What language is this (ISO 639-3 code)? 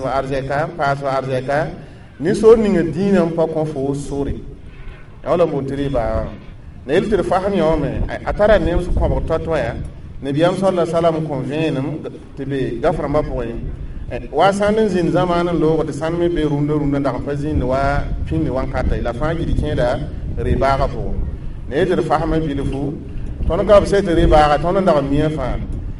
mos